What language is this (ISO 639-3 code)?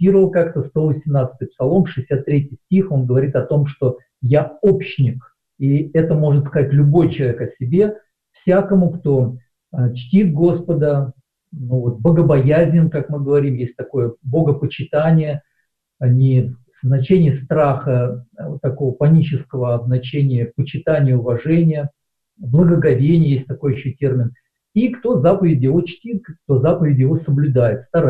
rus